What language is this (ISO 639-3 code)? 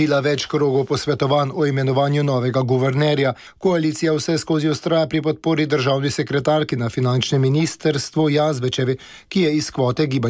slv